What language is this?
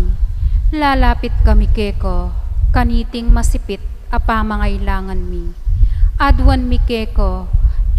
Pampanga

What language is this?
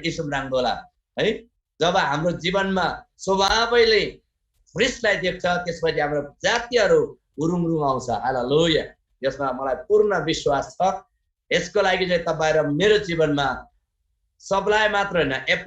Eastern Tamang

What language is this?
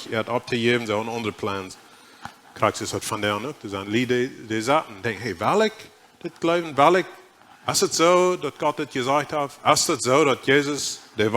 Plautdietsch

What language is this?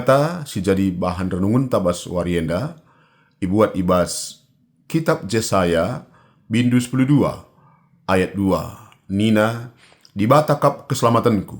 Batak Karo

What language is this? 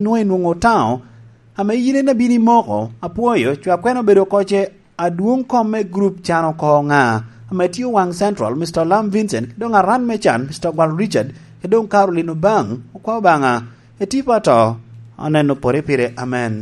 Lango (Uganda)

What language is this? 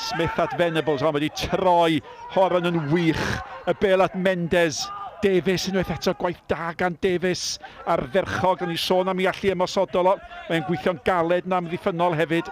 Welsh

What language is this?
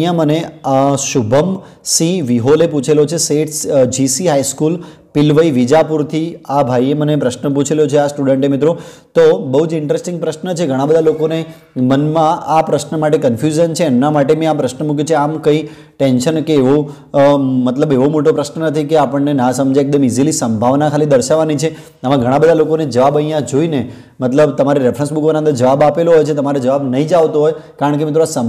Gujarati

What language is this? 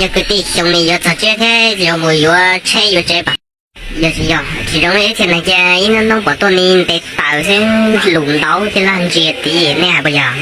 Hmong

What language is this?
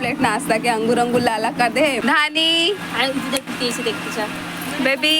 Chhattisgarhi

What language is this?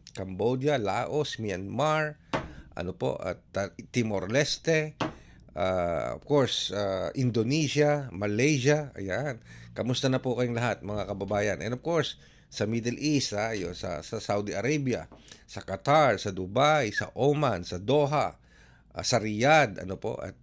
Filipino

